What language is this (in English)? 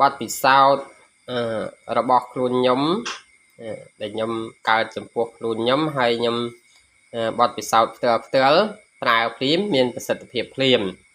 Khmer